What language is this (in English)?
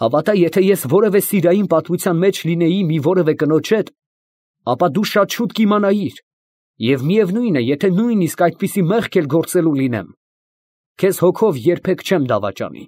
Armenian